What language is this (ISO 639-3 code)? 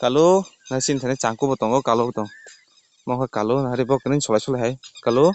trp